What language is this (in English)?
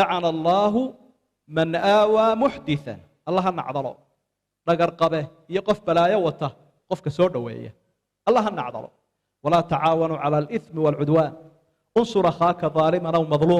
Somali